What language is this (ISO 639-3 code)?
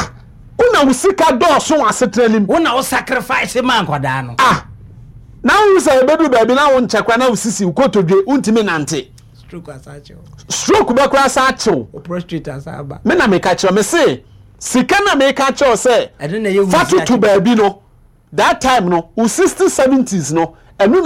aka